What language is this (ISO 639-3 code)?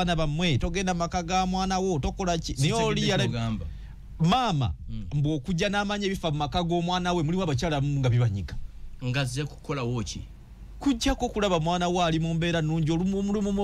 lug